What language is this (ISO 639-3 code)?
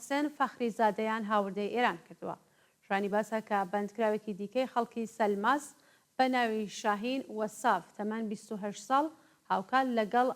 ckb